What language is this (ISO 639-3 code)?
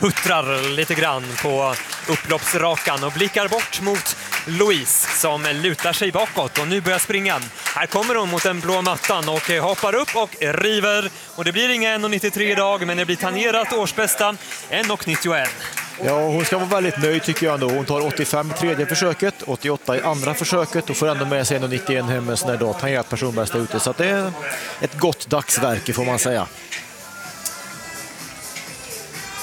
swe